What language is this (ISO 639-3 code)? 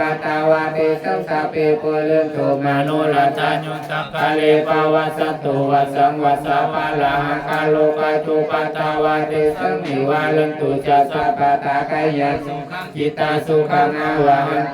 pli